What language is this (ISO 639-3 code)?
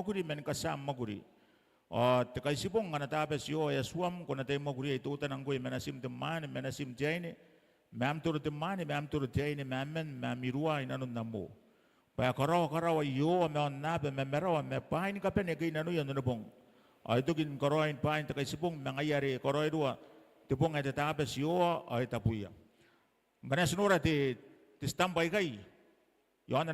gil